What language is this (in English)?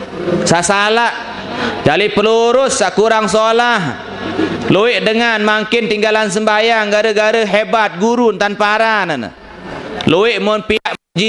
Sasak